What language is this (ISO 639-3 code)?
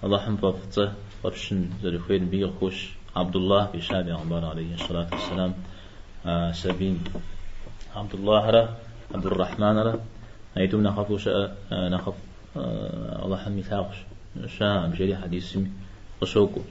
kbd